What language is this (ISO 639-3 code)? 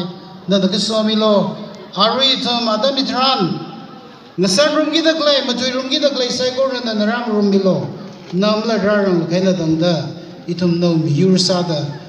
nmf